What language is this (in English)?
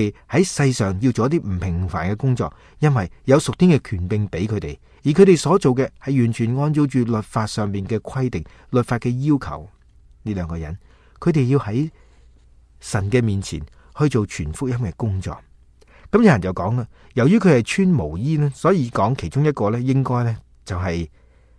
Cantonese